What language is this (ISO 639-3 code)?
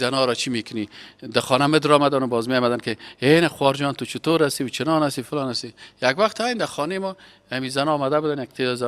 fas